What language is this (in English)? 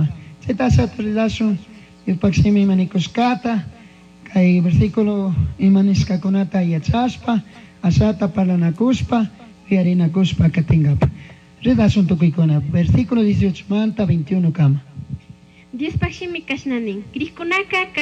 Chimborazo Highland Quichua